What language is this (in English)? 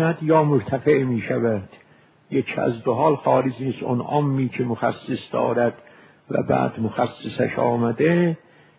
Persian